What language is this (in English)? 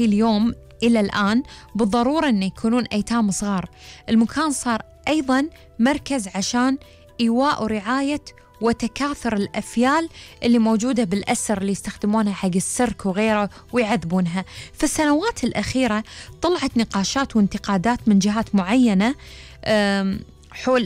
Gulf Arabic